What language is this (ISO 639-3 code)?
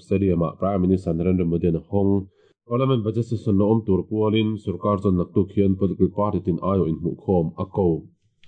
lus